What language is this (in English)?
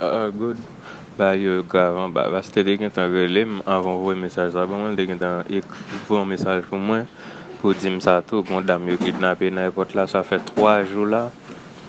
Haitian Creole